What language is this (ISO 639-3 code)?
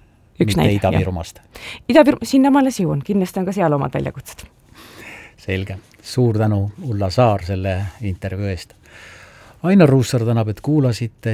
est